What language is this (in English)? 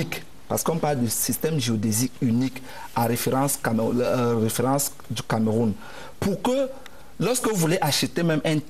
French